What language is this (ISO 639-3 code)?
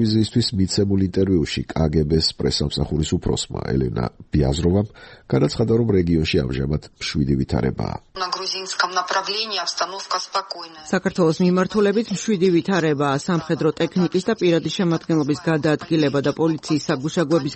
kat